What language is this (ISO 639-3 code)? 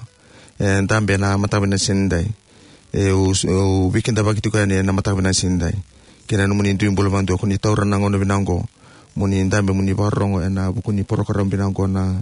fij